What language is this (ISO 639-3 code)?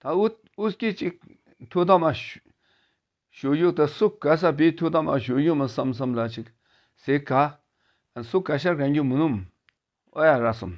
bod